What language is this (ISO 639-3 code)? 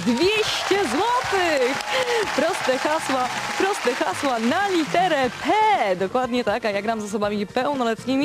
pol